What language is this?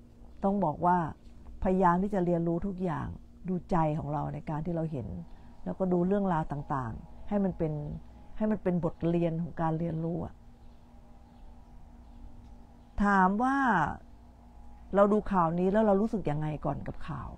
Thai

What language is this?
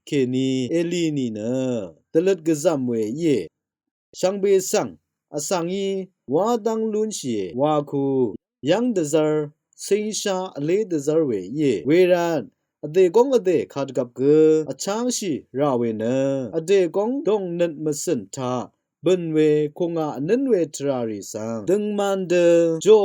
Rawang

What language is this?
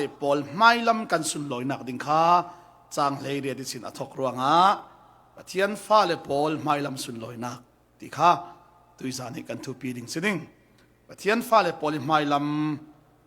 Falam Chin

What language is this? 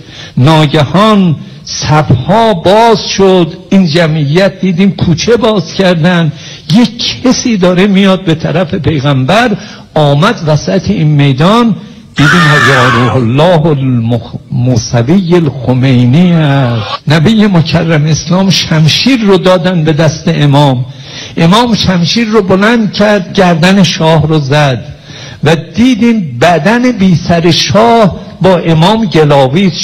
Persian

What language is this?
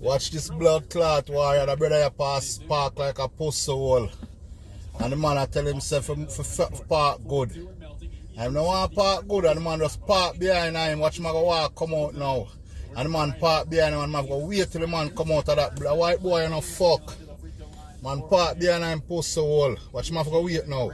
Jamaican Creole English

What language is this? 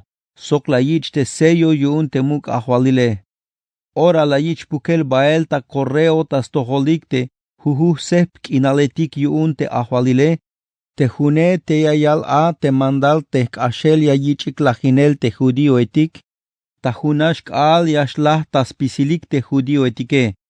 Tzeltal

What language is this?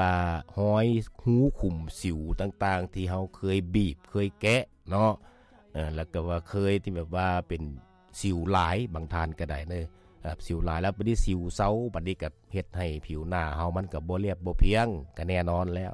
Lao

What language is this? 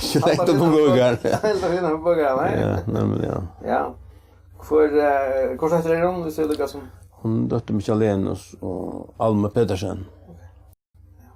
Faroese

